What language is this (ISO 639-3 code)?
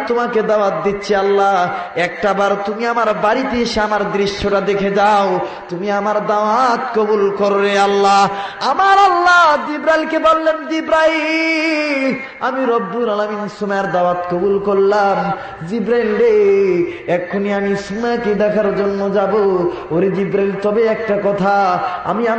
ben